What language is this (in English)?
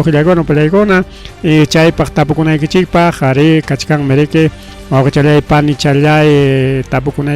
Ayacucho Quechua